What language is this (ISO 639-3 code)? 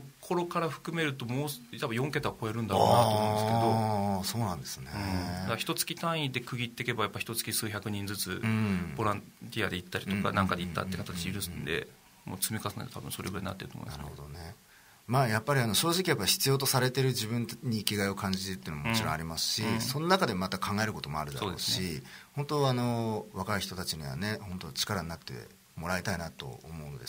jpn